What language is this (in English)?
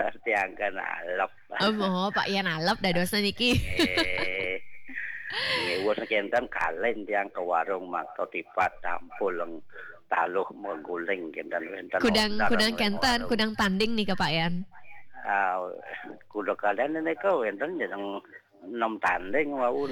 Balinese